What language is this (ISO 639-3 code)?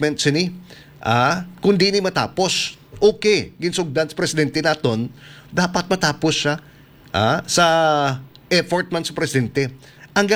hil